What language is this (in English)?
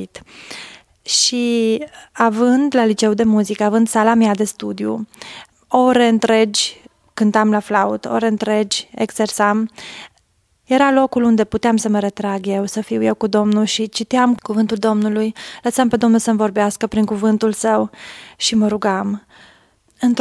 Romanian